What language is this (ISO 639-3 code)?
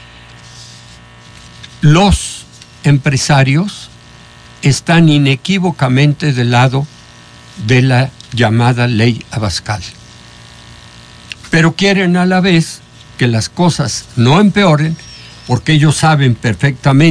spa